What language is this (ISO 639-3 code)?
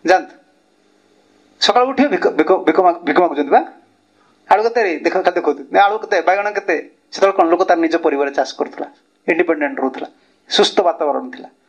ori